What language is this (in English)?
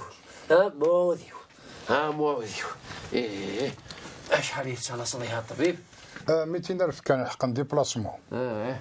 Kabyle